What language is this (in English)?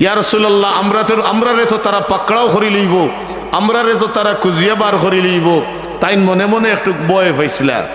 Sylheti